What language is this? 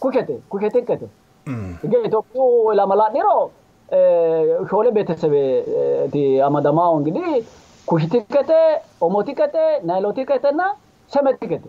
Sidamo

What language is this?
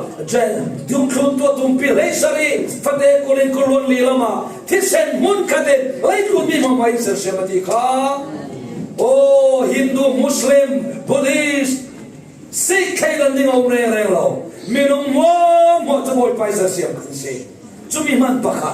Falam Chin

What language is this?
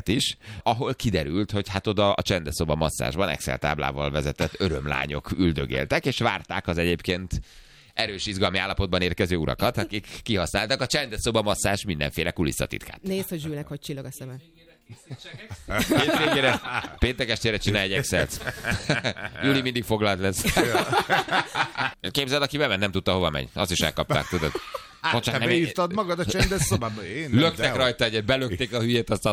Hungarian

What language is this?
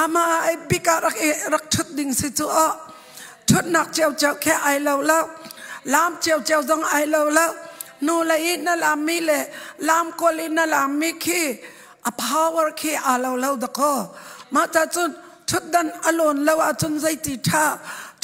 Hakha Chin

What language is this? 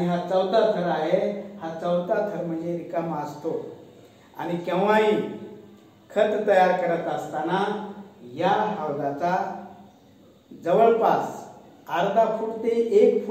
Marathi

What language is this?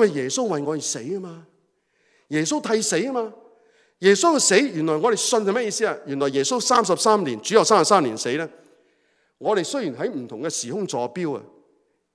Cantonese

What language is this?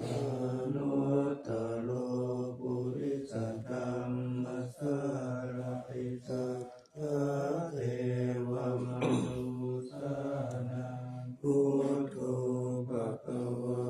Pali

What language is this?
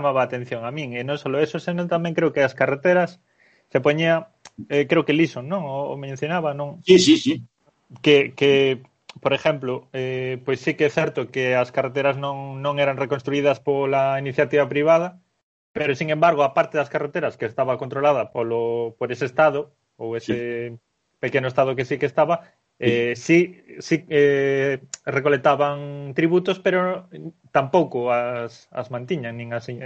Galician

